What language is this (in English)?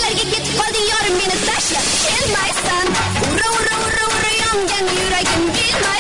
Kara-Kalpak